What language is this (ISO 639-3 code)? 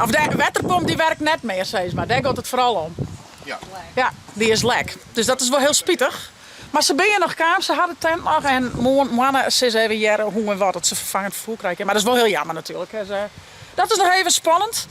fry